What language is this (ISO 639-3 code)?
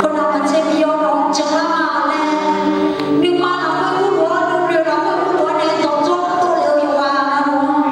ahk